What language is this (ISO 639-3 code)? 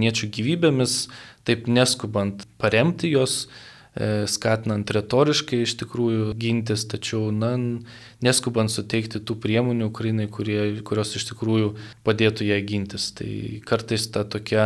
lit